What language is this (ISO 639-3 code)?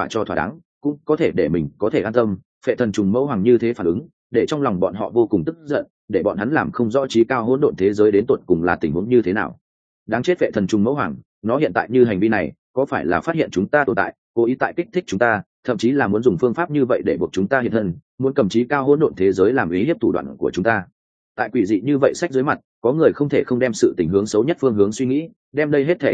vie